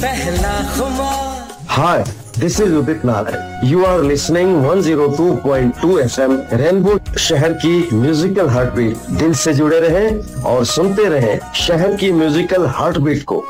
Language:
Hindi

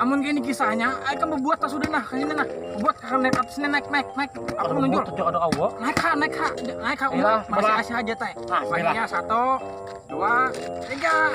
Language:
Banjar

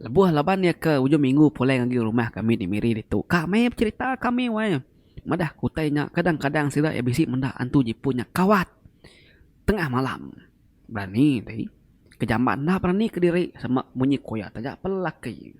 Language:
Iban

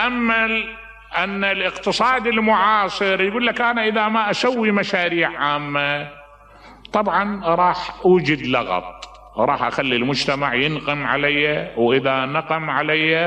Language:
Mesopotamian Arabic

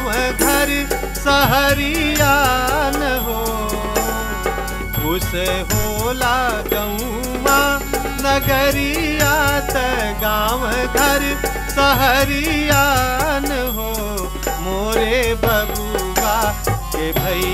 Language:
Bhojpuri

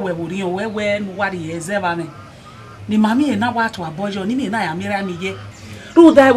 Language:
Bini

